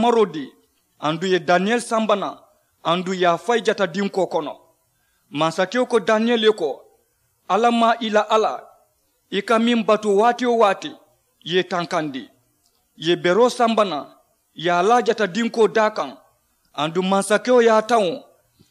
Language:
Mandingo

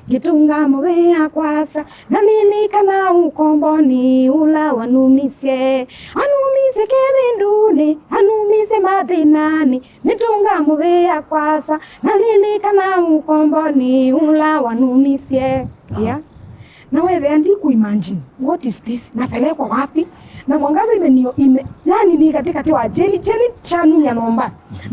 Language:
Kamba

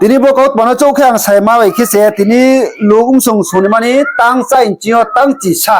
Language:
Riang (India)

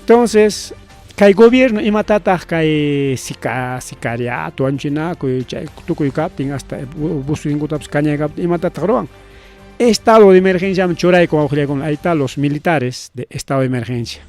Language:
Ayacucho Quechua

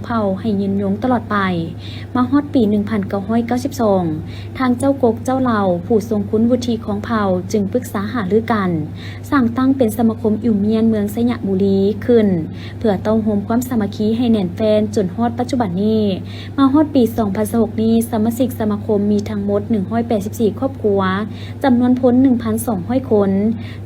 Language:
Lao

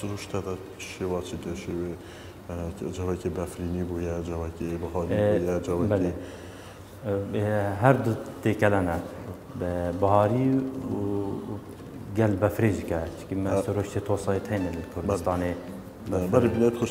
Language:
Kurdish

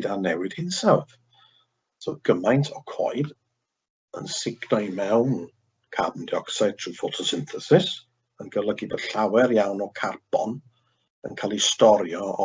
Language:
Welsh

